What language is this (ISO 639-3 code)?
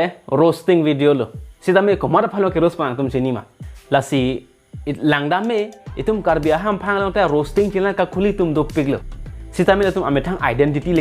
mjw